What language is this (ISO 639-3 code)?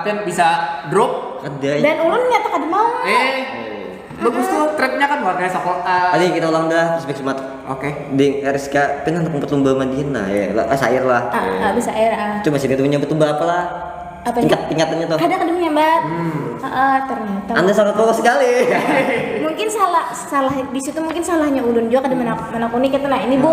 bjn